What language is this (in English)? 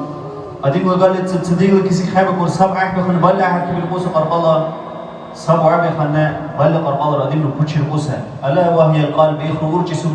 Dargwa